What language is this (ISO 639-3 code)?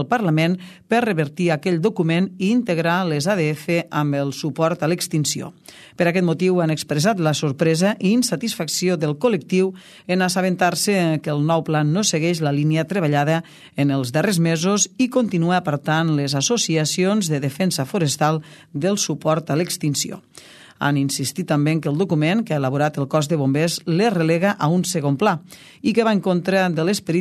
cat